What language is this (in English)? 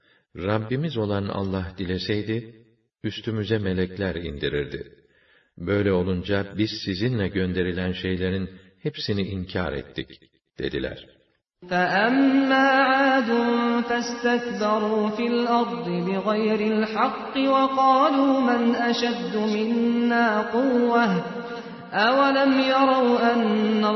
Turkish